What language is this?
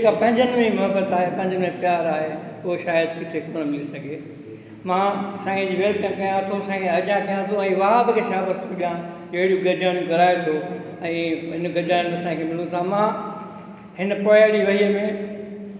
Sindhi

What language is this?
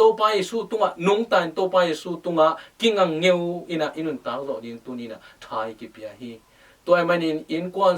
Tedim Chin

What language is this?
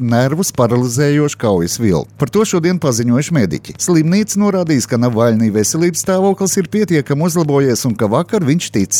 Latvian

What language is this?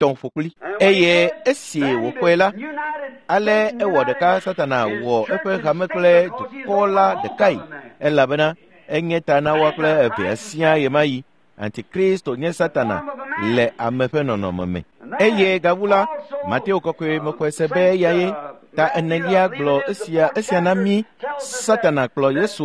Ewe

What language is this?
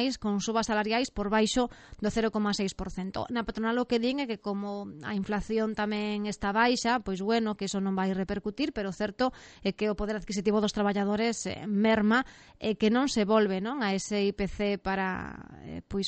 Galician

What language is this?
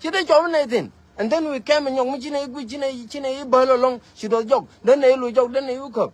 Nuer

